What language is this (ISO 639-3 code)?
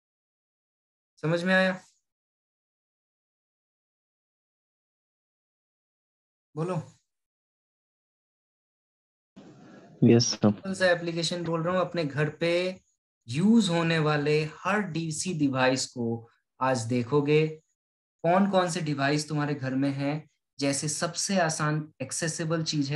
hin